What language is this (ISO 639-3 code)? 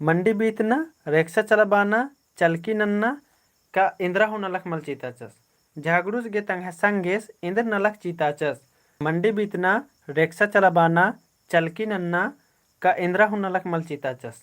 kru